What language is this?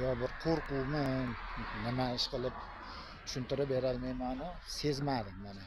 Uzbek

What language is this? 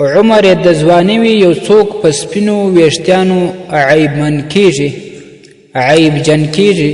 Pashto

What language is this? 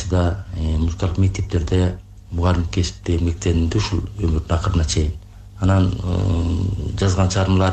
Kyrgyz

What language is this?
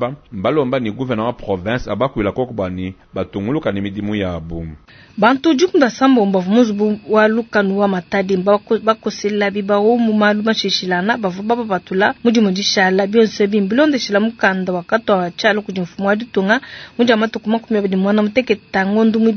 Luba-Lulua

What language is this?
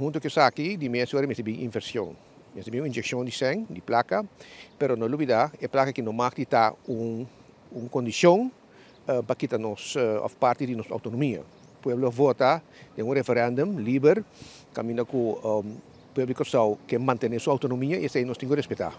Papiamento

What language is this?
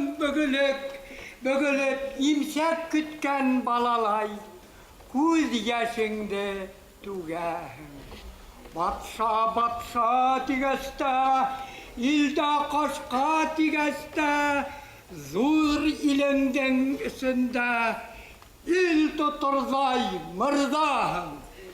Bashkir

